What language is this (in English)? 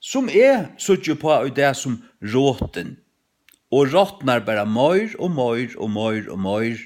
Faroese